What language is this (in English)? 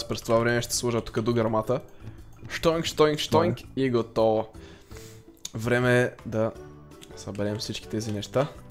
Bulgarian